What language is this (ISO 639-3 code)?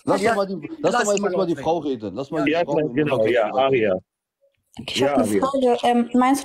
deu